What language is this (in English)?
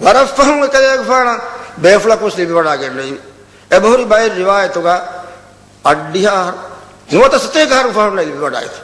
Divehi